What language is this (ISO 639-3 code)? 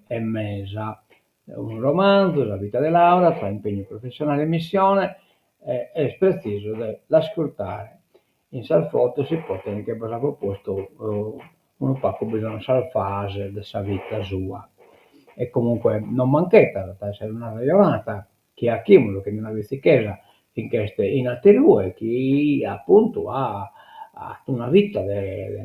srd